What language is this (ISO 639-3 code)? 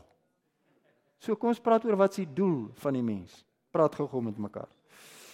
afr